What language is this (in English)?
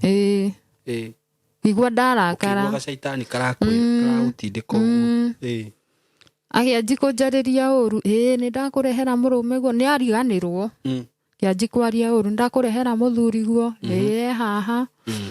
Kikuyu